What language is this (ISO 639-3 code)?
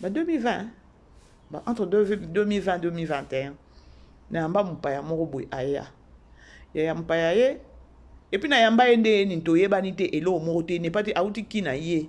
lin